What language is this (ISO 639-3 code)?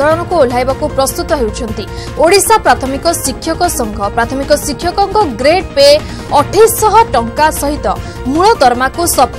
ori